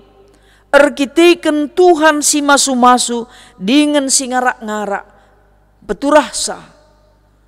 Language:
Batak Karo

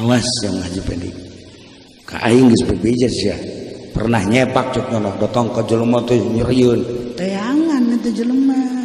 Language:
Sundanese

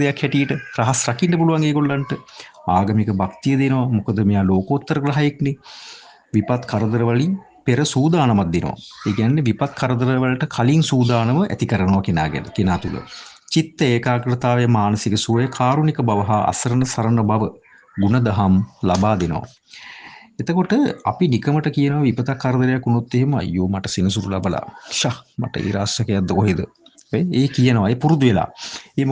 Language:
Sinhala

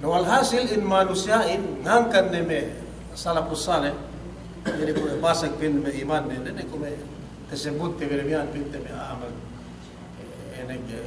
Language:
Yakan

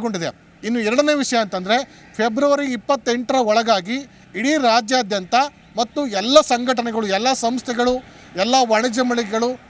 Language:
Kannada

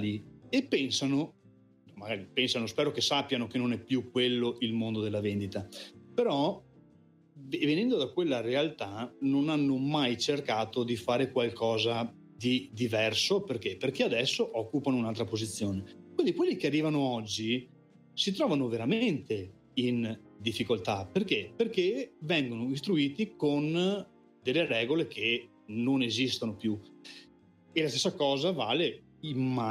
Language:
Italian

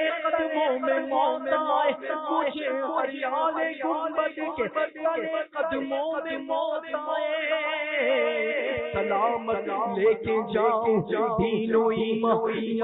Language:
Urdu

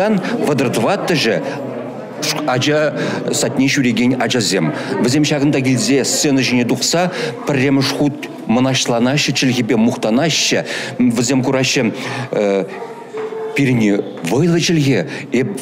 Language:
Chuvash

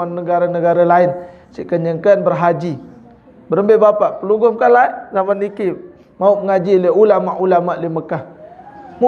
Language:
Sasak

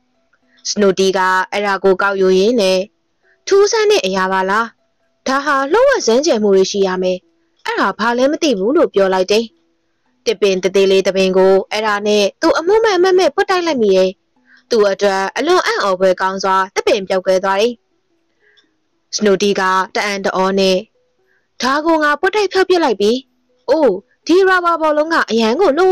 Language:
Burmese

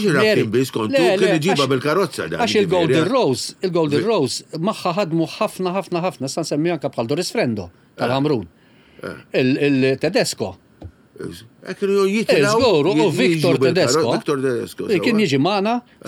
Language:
Maltese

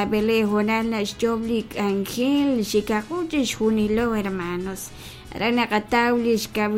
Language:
Kekchí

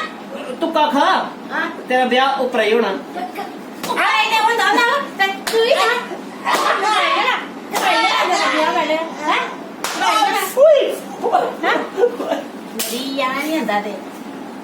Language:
Dogri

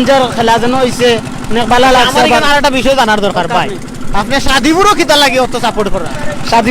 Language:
Sylheti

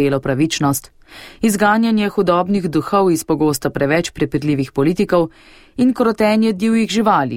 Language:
Slovenian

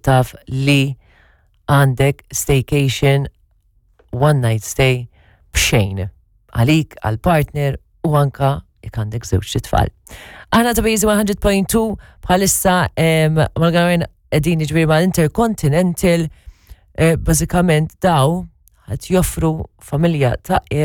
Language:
Maltese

